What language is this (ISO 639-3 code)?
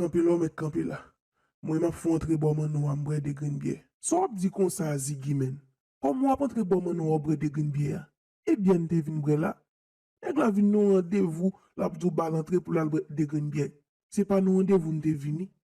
hat